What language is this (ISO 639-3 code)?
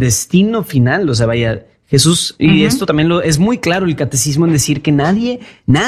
spa